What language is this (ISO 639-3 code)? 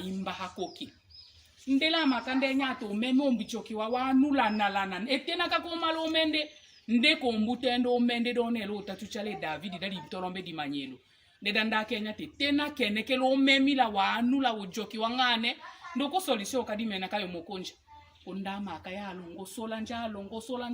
tll